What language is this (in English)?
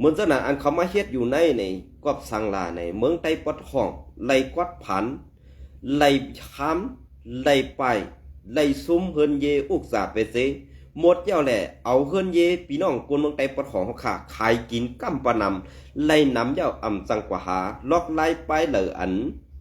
Shan